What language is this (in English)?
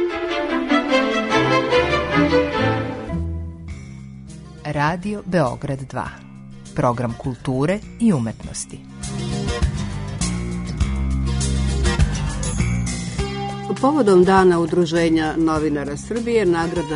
Serbian